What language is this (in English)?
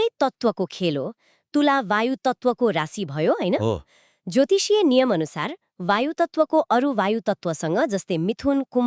Nepali